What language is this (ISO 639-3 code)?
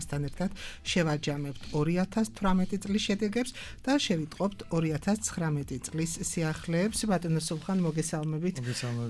kat